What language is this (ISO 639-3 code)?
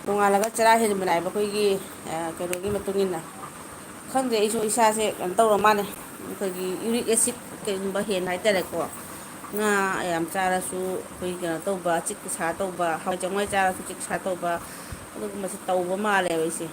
mni